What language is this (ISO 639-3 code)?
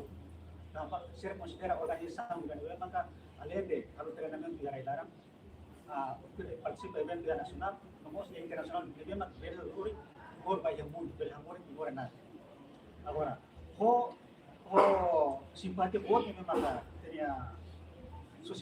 tet